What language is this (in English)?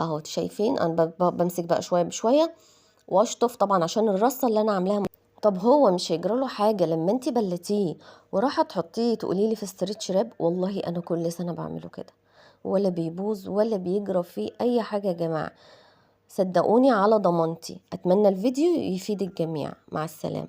Egyptian Arabic